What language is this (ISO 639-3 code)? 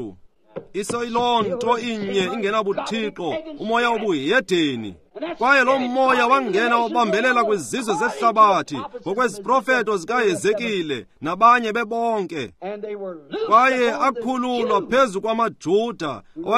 xho